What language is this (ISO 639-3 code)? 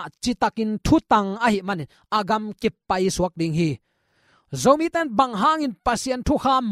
ctd